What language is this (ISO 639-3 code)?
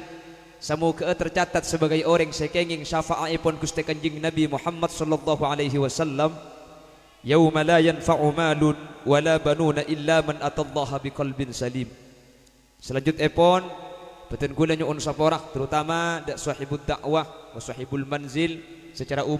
mad